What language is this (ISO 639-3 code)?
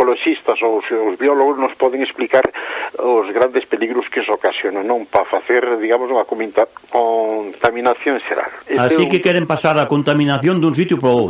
glg